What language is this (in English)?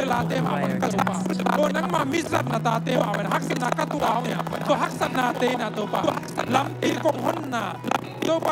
Tedim Chin